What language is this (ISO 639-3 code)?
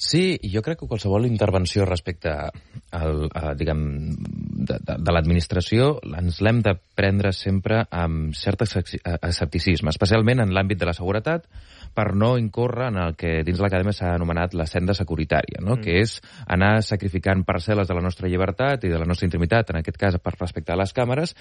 cat